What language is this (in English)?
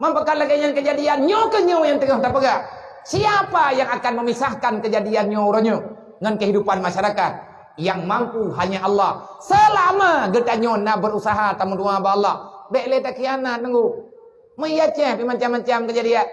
Achinese